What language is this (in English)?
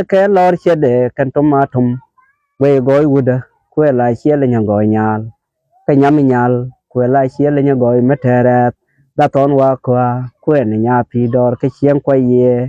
Nuer